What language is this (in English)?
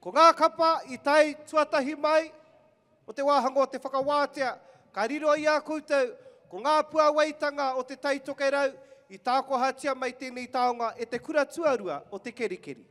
Māori